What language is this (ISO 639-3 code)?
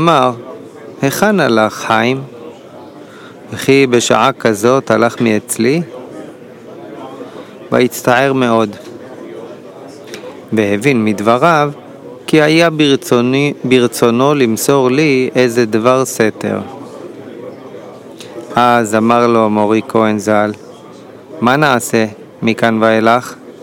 heb